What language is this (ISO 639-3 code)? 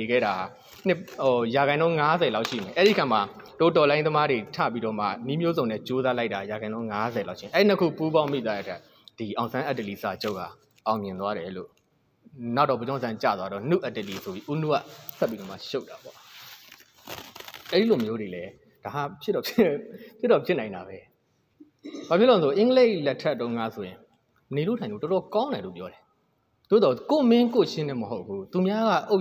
mya